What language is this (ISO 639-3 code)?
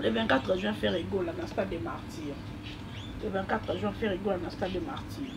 lin